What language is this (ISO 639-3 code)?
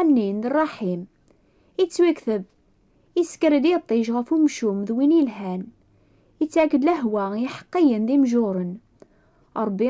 kab